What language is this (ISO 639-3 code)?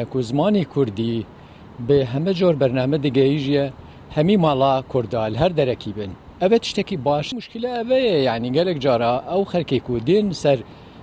kur